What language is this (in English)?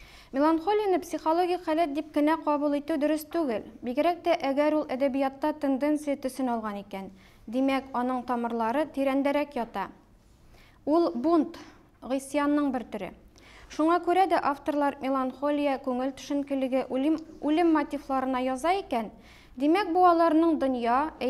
Tatar